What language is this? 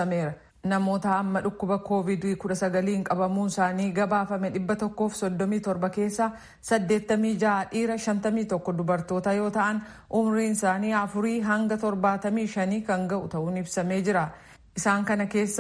Oromo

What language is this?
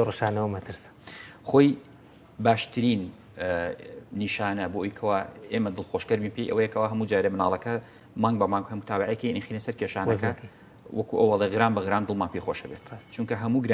Central Kurdish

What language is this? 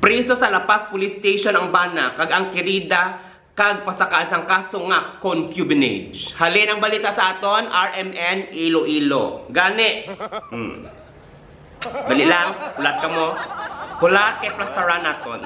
Hiligaynon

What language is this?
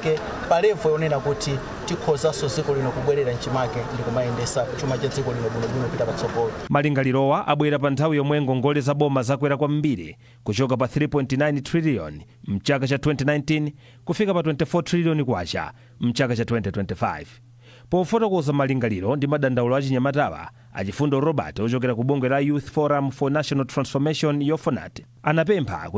Nyanja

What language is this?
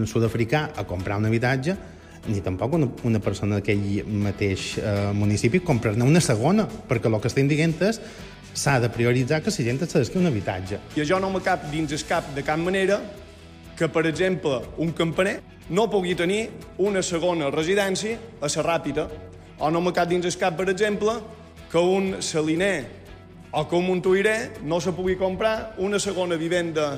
Catalan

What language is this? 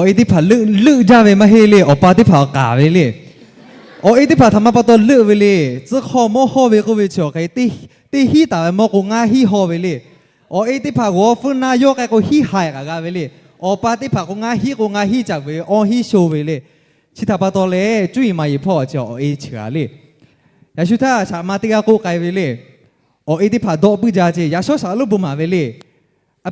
Lahu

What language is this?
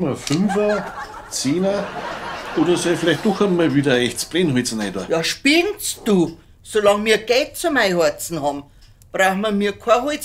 Bavarian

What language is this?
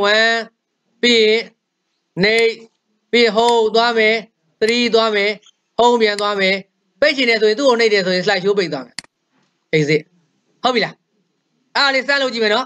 Burmese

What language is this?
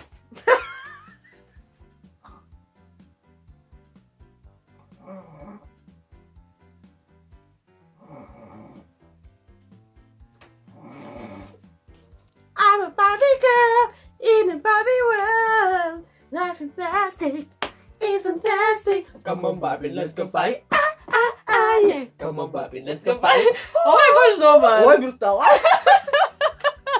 Croatian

